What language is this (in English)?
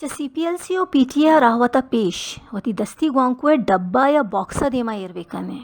Baluchi